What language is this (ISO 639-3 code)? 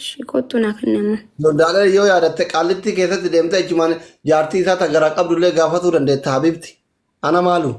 orm